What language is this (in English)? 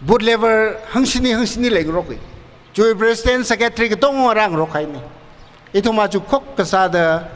Tangkhul Naga (India)